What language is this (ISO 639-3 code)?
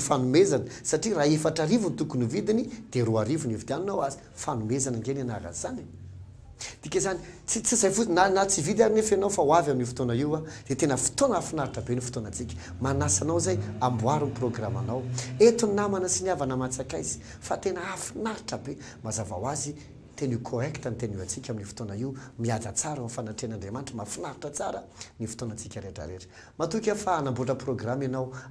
mlg